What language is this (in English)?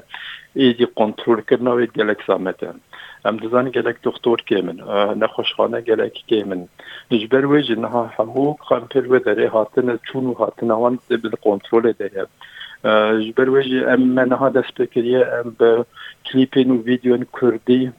Kurdish